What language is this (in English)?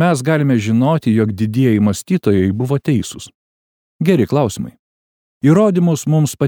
Lithuanian